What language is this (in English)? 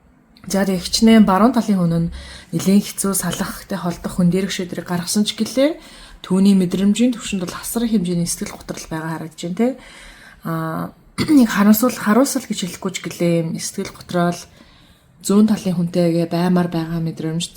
Mongolian